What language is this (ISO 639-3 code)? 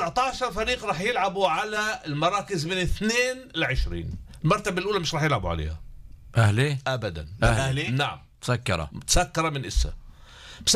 apc